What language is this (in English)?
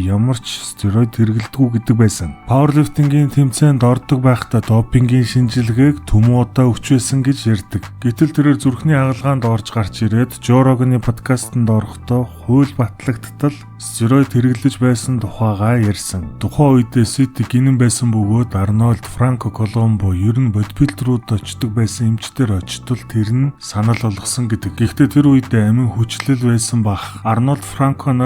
Mongolian